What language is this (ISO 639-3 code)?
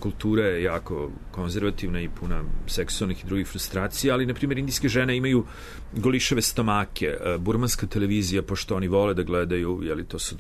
srp